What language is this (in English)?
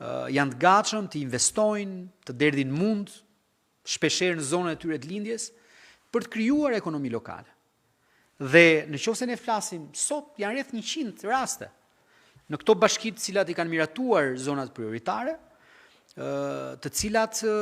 Albanian